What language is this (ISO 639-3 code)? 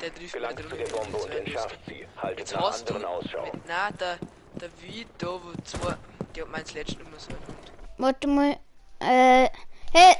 bar